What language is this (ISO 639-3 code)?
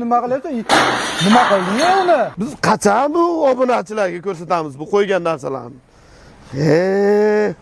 uzb